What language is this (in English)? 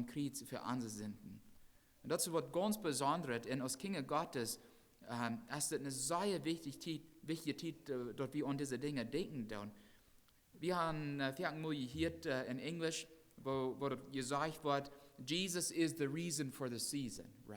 Plautdietsch